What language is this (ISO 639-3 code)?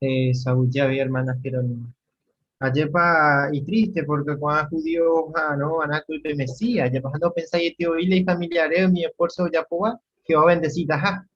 grn